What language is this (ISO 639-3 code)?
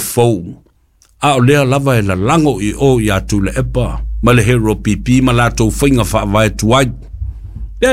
smo